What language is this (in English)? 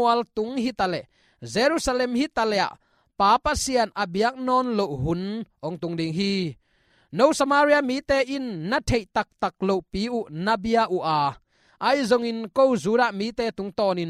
Tedim Chin